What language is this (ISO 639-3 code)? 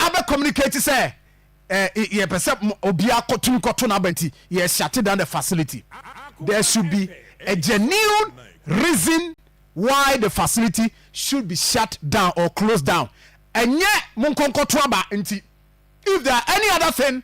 aka